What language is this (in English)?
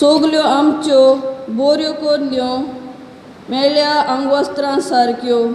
Konkani